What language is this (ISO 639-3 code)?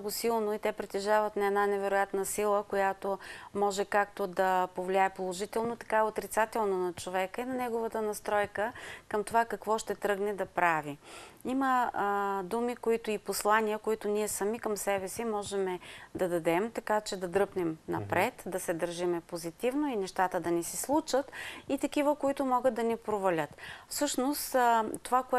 bul